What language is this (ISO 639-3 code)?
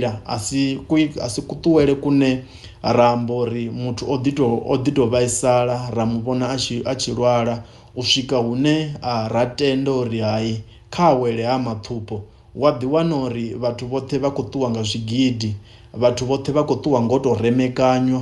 ven